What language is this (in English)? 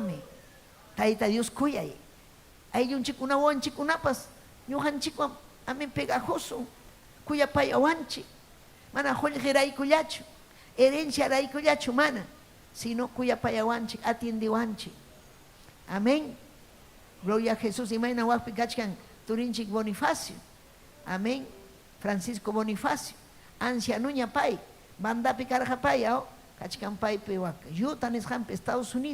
Ayacucho Quechua